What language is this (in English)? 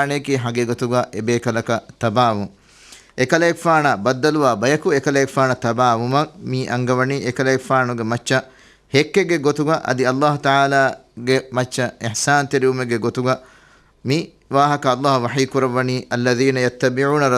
Divehi